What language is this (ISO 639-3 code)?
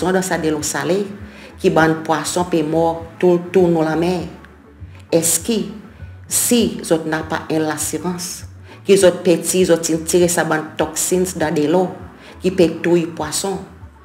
crs